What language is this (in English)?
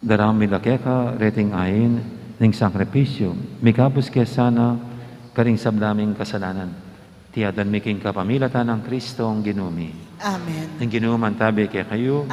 Pampanga